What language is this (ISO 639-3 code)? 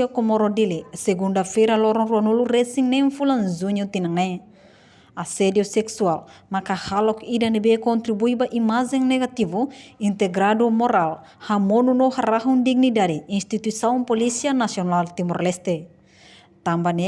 tet